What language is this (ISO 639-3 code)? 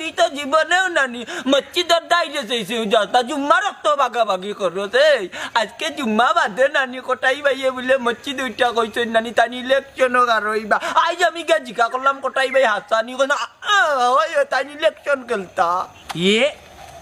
syl